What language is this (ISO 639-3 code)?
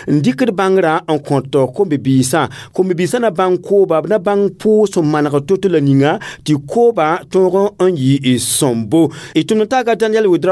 mos